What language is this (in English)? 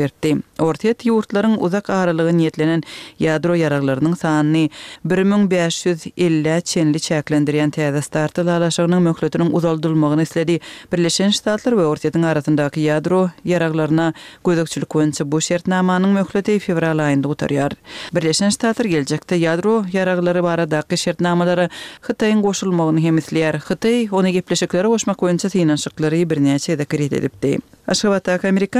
Turkmen